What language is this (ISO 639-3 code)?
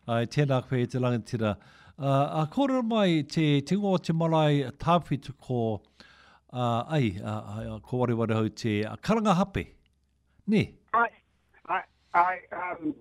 mri